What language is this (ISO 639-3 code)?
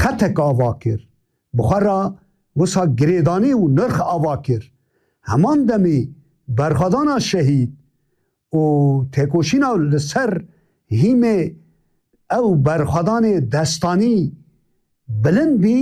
kur